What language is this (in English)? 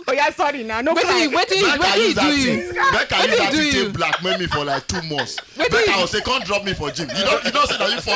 Nigerian Pidgin